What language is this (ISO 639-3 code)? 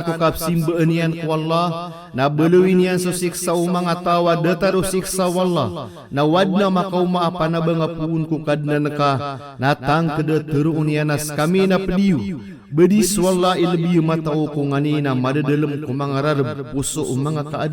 mrw